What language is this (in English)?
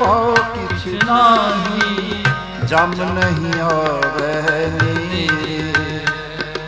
Punjabi